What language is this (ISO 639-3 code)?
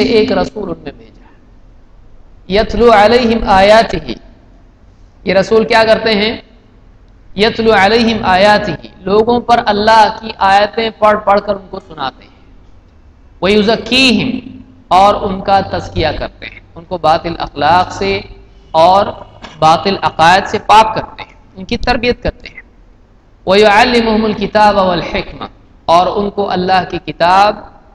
urd